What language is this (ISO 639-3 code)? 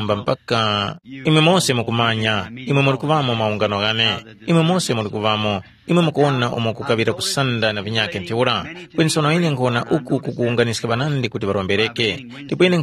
tum